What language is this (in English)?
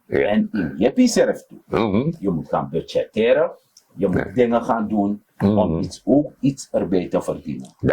Sranan Tongo